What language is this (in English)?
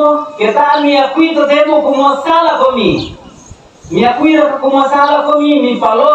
Toraja-Sa'dan